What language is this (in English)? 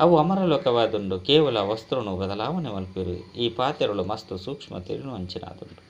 Tulu